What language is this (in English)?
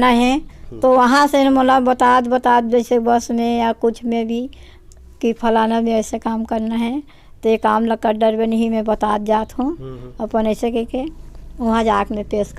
Chhattisgarhi